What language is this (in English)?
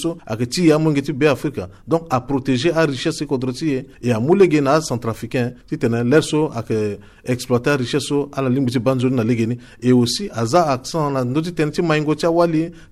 Sango